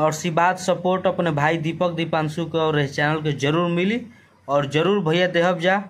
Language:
Bhojpuri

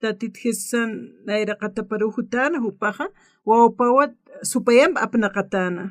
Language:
Aymara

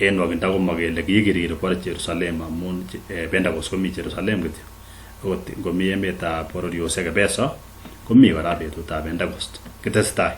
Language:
Kalenjin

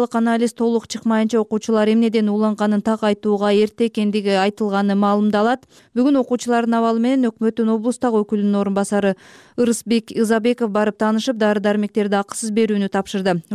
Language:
Kyrgyz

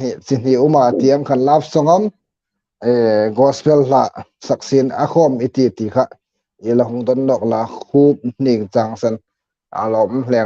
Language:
Hmar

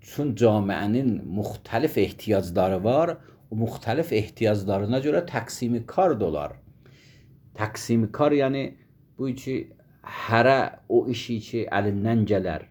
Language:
Azerbaijani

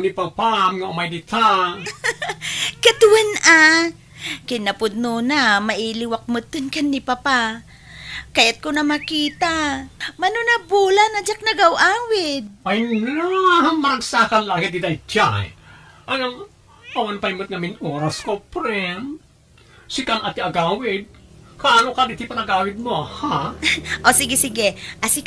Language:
Iloko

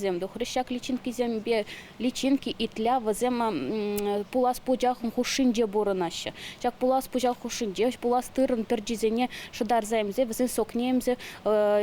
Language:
Chuvash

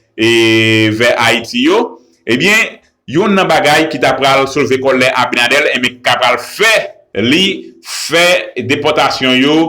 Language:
Haitian Creole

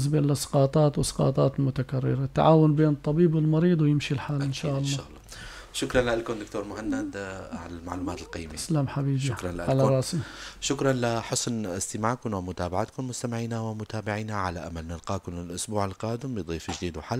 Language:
North Levantine Arabic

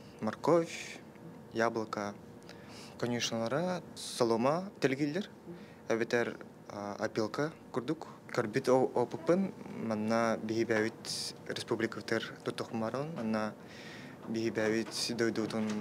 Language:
Yakut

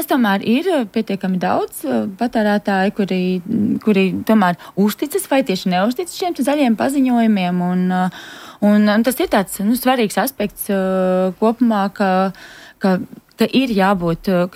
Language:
Latvian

